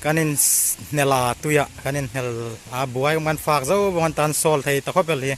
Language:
Hmar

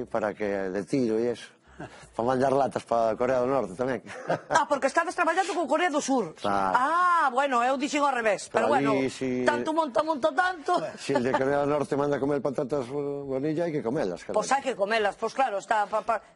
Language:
Galician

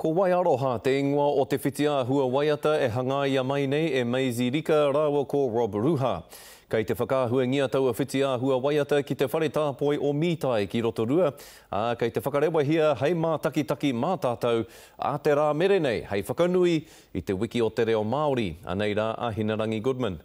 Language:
Māori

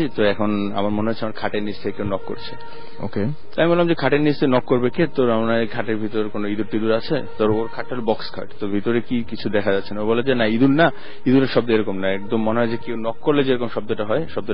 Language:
Bangla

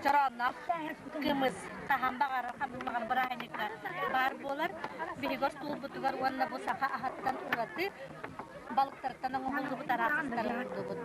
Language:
Yakut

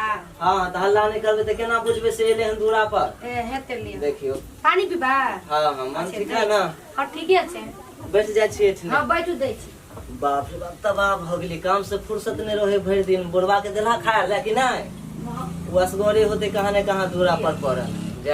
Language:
Maithili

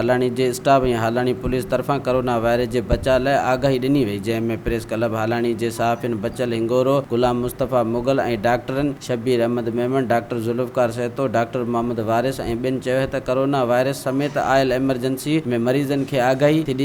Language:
Sindhi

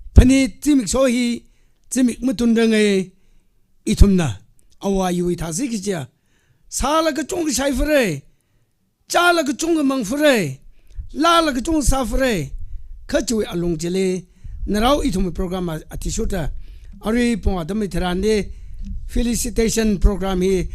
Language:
Tangkhul Naga (India)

